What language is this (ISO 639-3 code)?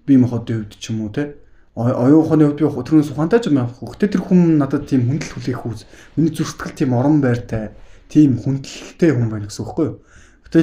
mon